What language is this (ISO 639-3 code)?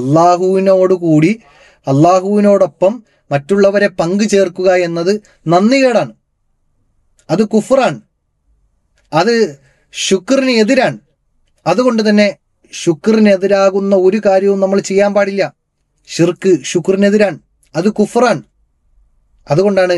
mal